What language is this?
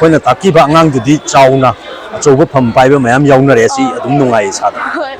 Manipuri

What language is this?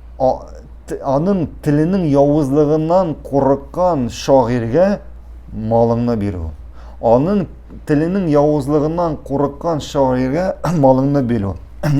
Tatar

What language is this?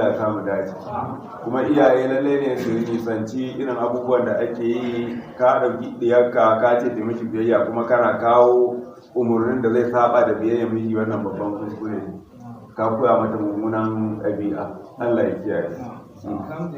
Hausa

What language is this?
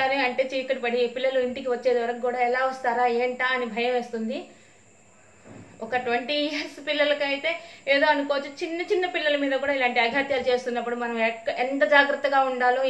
Telugu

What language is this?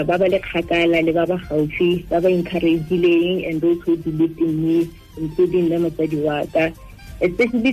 Tswana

